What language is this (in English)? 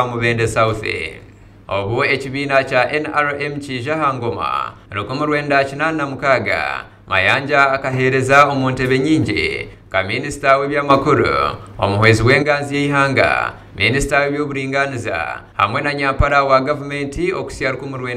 Nyankole